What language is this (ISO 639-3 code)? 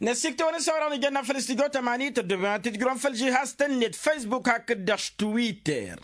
taq